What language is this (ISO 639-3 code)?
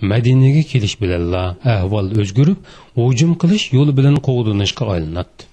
uig